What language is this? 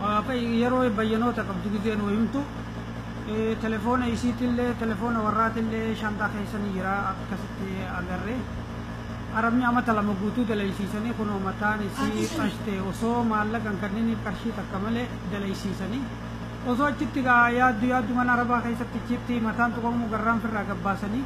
Oromo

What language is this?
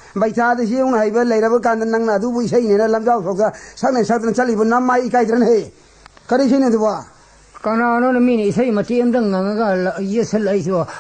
Manipuri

